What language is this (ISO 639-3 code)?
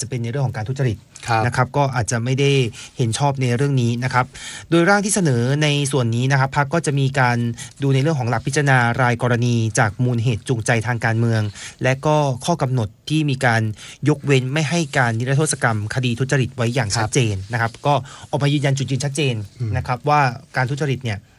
tha